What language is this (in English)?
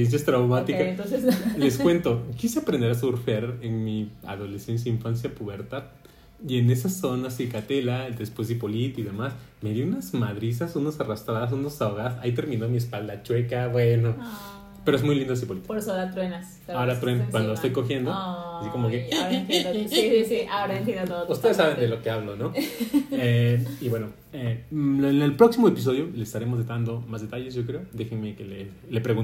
Spanish